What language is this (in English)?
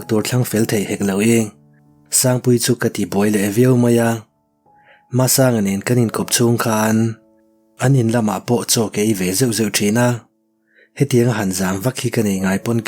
Mizo